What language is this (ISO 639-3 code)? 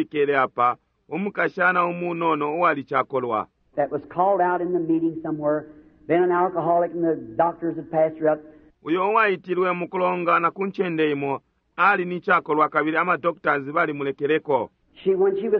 bem